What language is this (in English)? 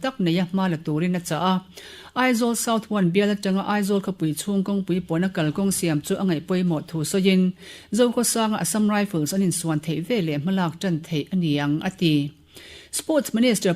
Mizo